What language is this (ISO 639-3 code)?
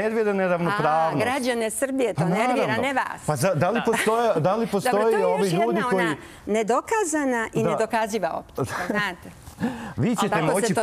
srp